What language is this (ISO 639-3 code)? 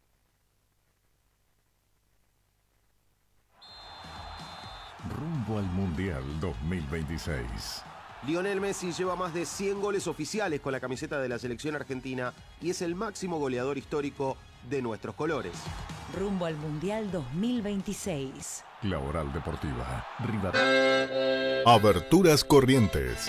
spa